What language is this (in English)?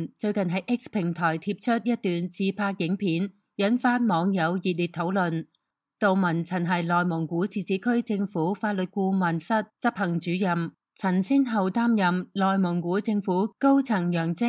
Cantonese